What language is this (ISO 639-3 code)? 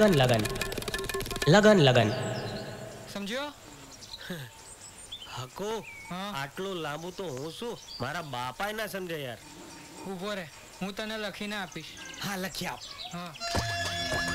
guj